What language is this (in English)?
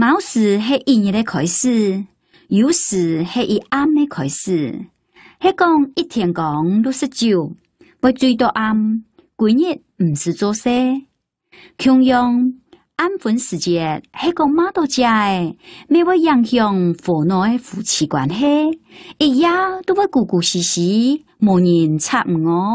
Hakka Chinese